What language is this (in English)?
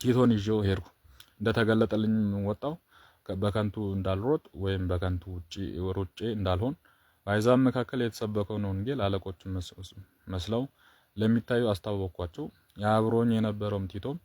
Amharic